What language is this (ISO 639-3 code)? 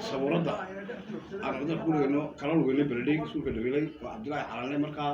som